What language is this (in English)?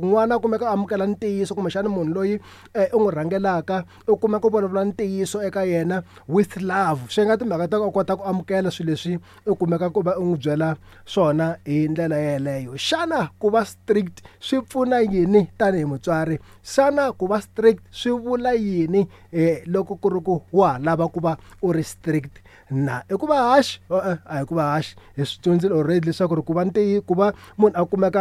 Tsonga